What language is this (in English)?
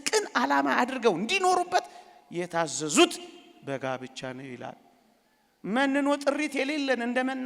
Amharic